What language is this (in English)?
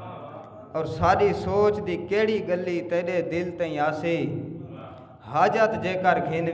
Saraiki